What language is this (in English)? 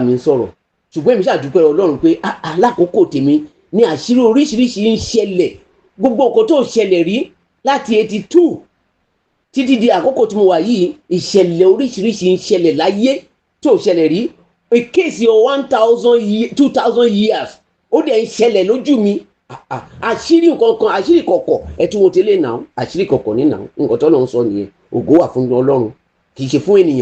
Yoruba